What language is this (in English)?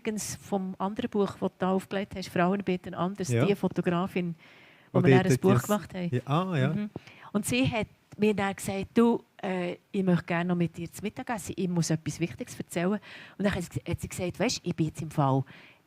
Swiss German